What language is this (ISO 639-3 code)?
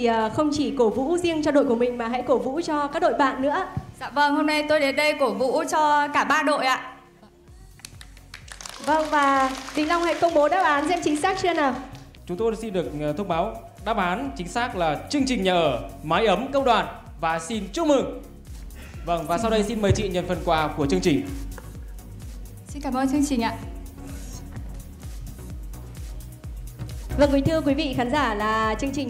vie